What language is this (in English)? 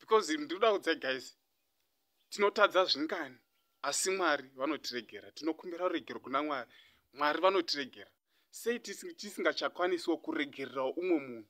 Shona